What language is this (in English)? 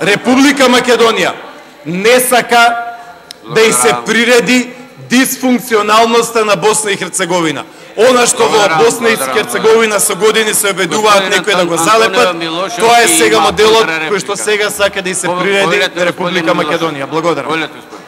Macedonian